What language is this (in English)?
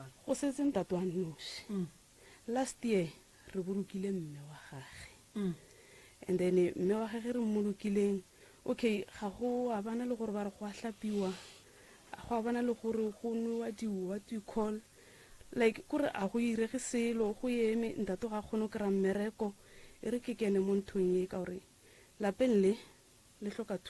Northern Sotho